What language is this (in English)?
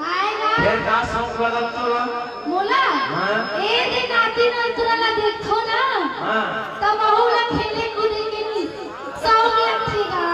Chhattisgarhi